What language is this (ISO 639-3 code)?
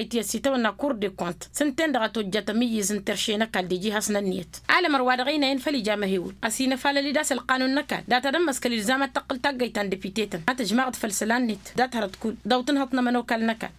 taq